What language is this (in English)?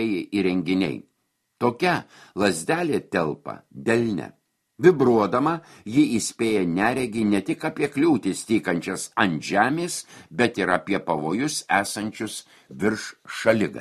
Lithuanian